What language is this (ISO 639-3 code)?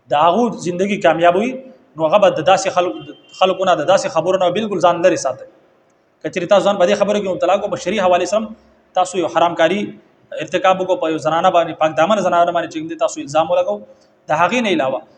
pus